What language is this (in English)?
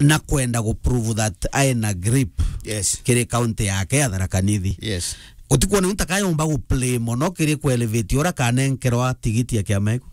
Meru